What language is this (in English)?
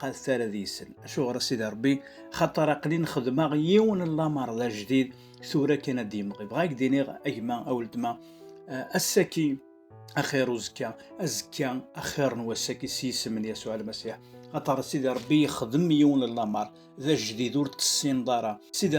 Kabyle